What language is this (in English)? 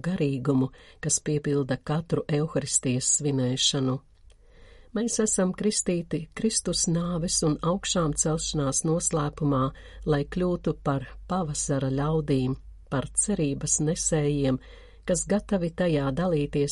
Latvian